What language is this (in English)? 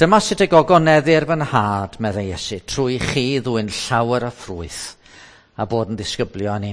Welsh